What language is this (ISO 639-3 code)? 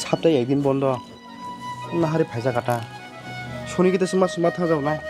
trp